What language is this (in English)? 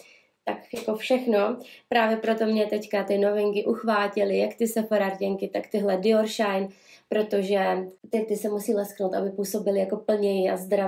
Czech